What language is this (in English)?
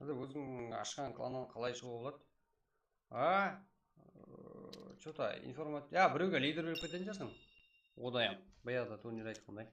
Kara-Kalpak